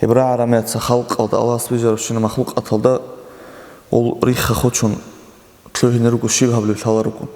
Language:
Avaric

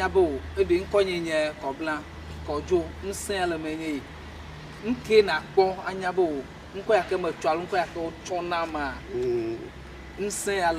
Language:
Ewe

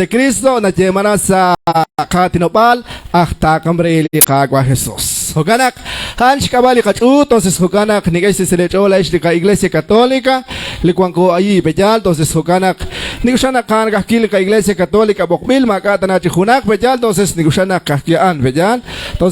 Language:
Kekchí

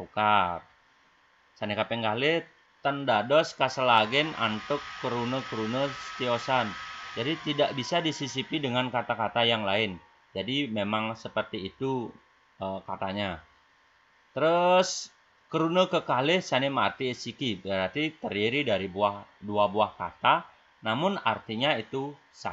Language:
Balinese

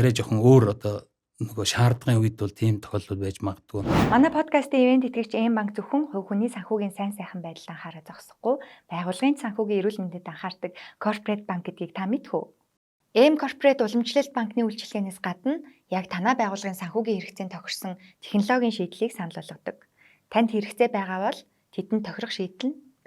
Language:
Mongolian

